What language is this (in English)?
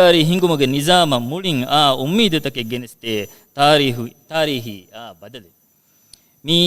Divehi